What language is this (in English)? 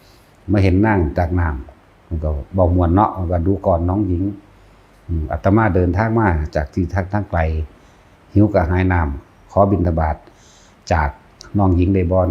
Northeastern Thai